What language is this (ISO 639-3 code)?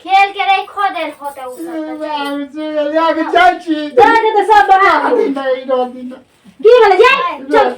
mai